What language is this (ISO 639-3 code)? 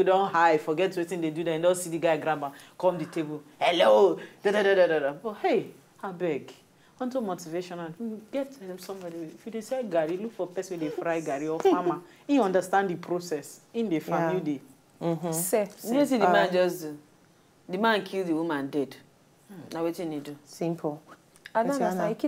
pcm